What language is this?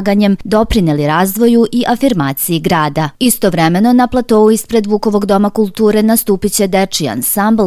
Serbian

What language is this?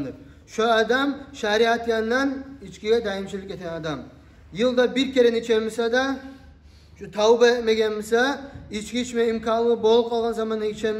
Kumyk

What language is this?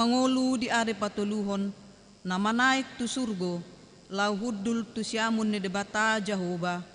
Batak Toba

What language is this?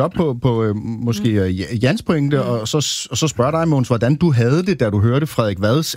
Danish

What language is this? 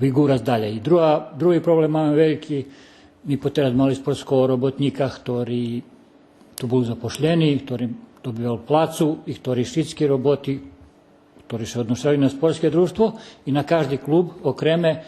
Rusyn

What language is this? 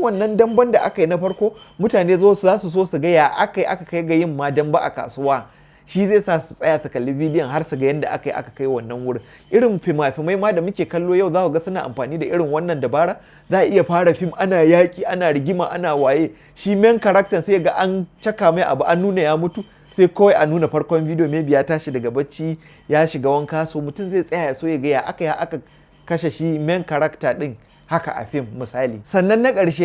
Hausa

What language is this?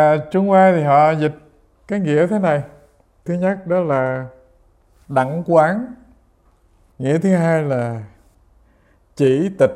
Vietnamese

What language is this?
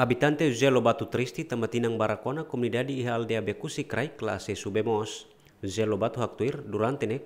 Tetum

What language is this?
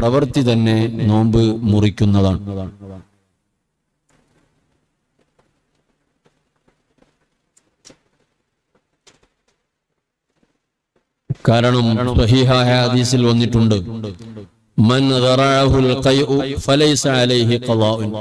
Malayalam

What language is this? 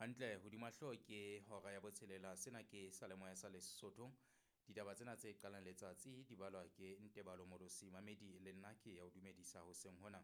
Southern Sotho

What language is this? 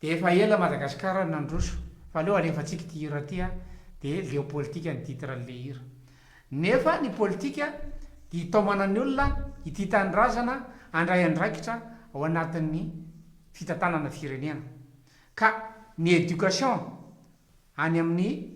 Malagasy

